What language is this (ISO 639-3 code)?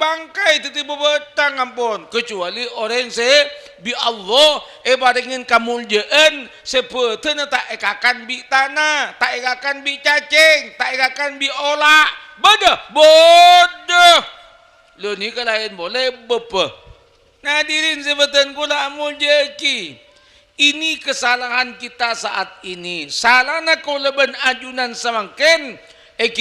mad